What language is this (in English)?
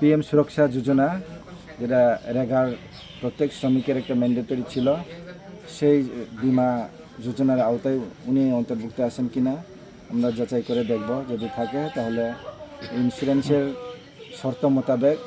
Kok Borok